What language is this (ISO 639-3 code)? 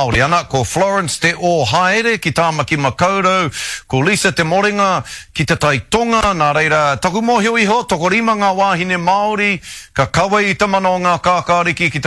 mri